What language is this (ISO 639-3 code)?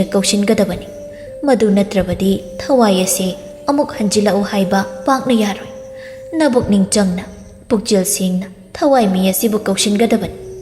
mni